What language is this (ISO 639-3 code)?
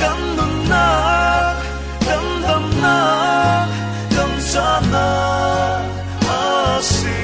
cfm